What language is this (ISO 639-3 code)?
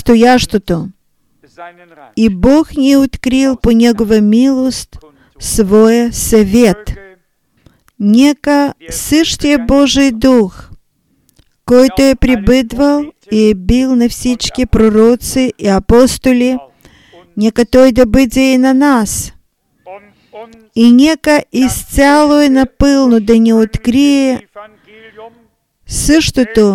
bul